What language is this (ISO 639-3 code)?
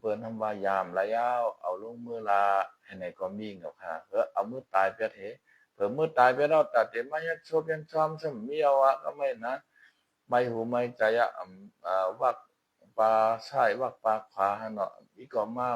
shn